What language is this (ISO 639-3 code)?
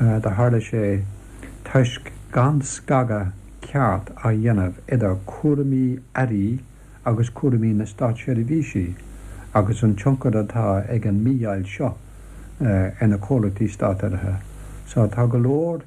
gle